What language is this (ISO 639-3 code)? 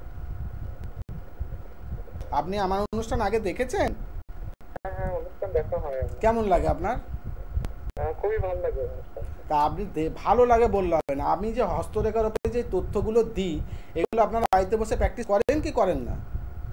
ben